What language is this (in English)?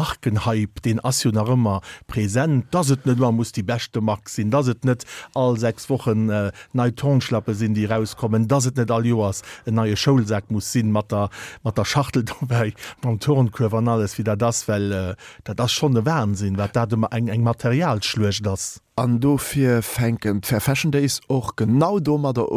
Luxembourgish